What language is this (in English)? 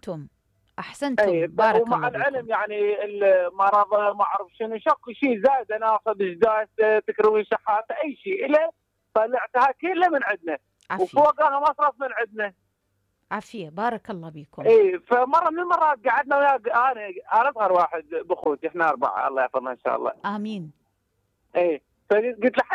Mesopotamian Arabic